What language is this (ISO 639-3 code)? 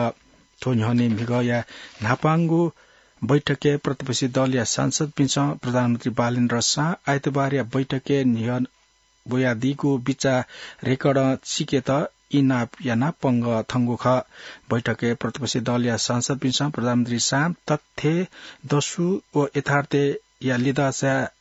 new